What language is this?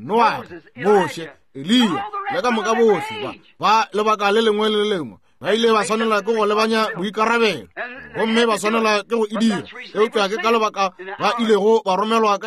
Northern Sotho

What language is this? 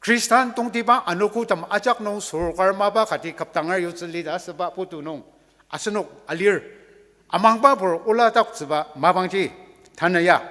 Ao Naga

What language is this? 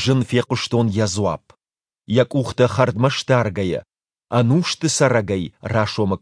Ossetic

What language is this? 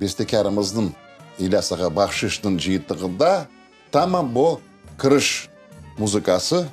Crimean Tatar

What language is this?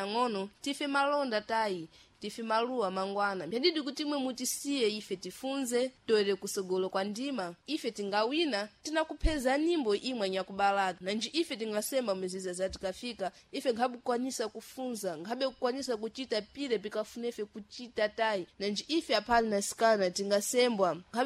Sena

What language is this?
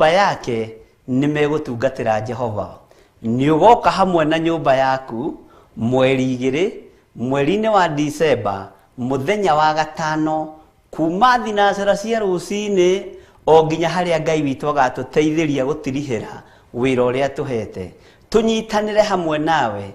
Kikuyu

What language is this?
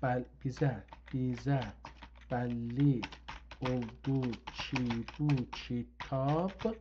South Azerbaijani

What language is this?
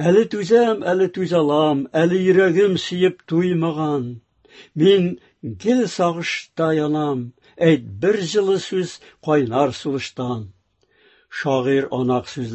Tatar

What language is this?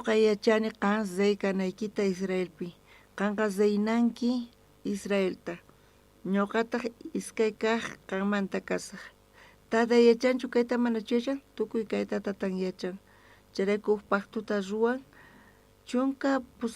South Bolivian Quechua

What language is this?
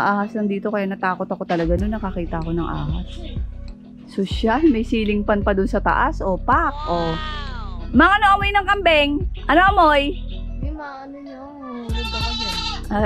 Filipino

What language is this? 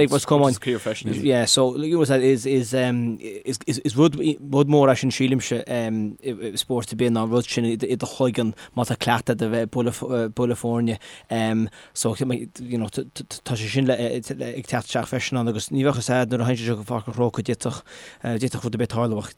Irish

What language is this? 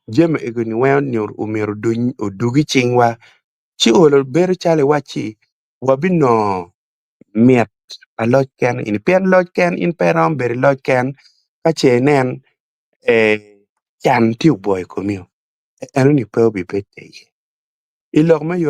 Acoli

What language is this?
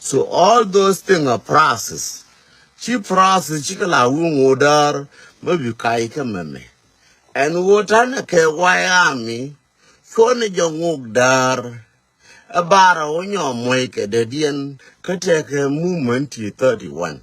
Nuer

